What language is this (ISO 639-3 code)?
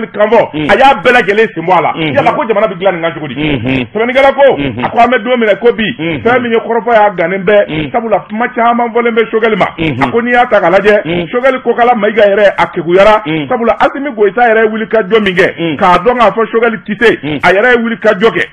bam